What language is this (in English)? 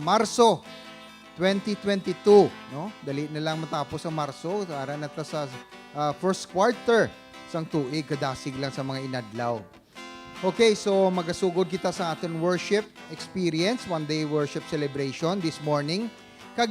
Hiligaynon